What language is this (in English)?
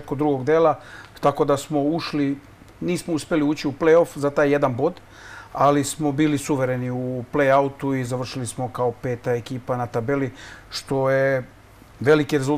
Serbian